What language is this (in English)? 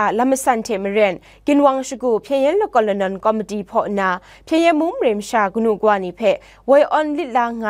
Kachin